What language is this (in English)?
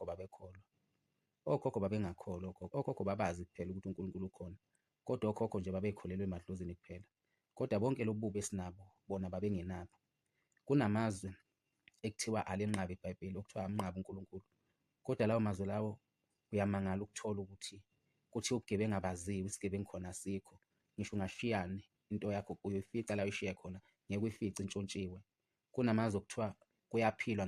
Zulu